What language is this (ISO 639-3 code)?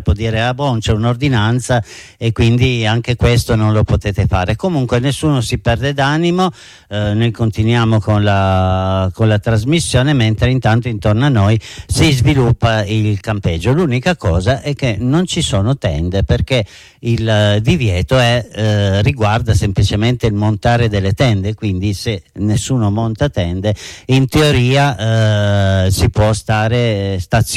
ita